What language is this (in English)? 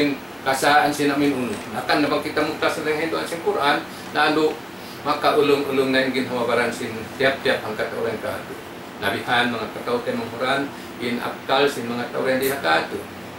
Tausug